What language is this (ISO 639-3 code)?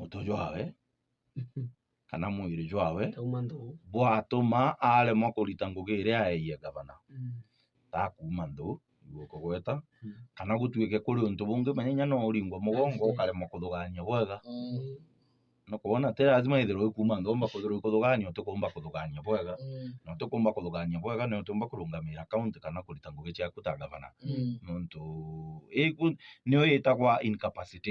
mer